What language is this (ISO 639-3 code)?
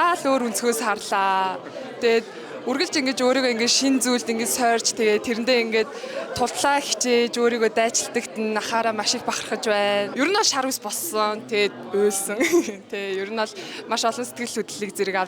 mon